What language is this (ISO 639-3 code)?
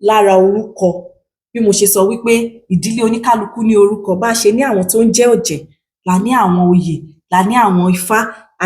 yor